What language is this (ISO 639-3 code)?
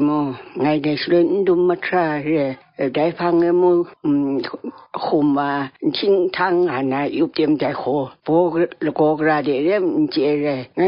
kac